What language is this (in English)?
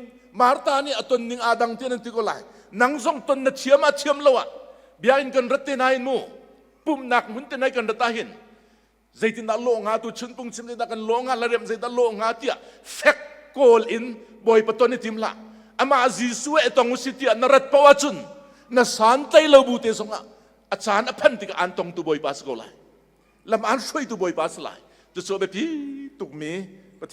Hakha Chin